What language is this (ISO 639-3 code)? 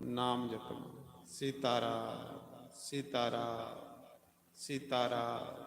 doi